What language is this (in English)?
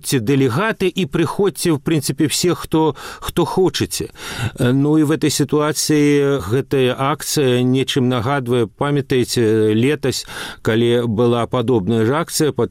Belarusian